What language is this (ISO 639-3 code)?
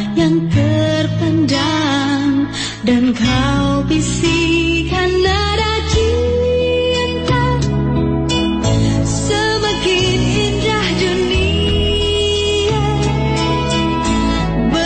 ind